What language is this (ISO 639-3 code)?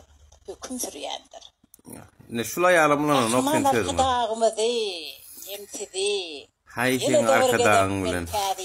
tuk